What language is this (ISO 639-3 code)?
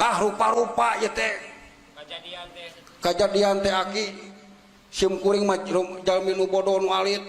sun